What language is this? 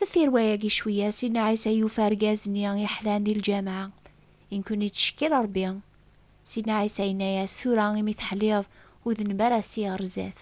Kabyle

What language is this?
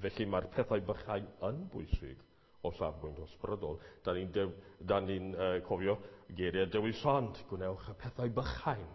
Welsh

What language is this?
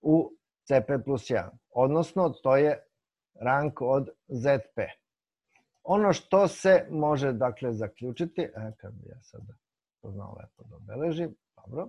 Serbian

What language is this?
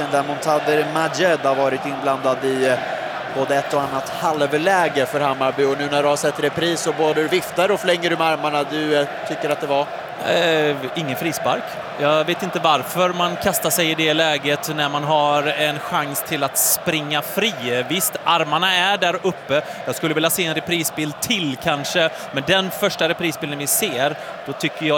Swedish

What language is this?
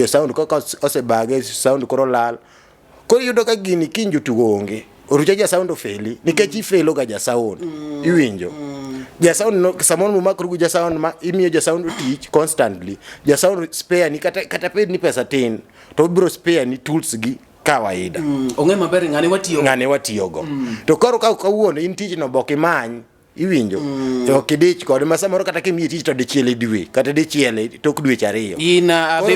Luo (Kenya and Tanzania)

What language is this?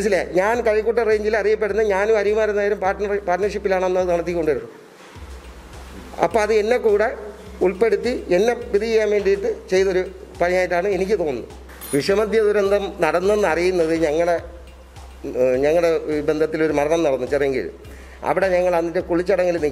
Malayalam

